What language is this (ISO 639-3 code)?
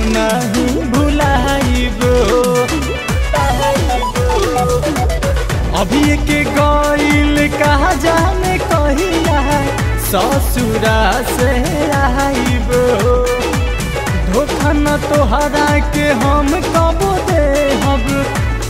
bho